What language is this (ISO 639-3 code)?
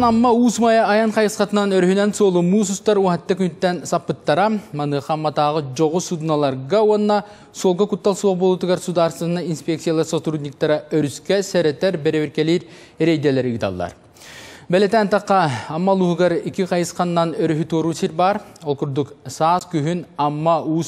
sah